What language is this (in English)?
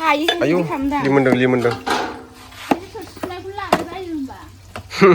Bodo